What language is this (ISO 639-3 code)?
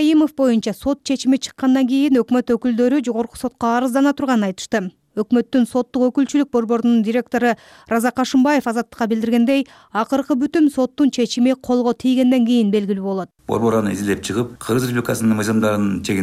kir